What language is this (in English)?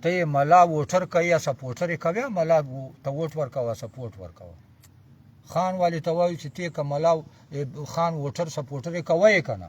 Pashto